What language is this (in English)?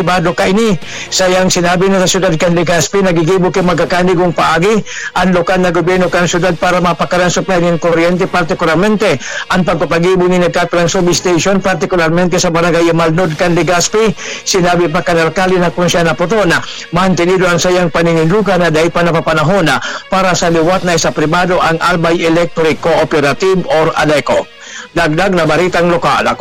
Bikol